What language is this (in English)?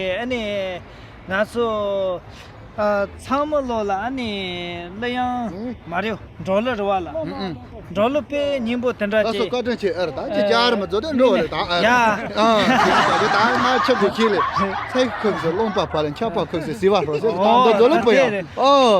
Tibetan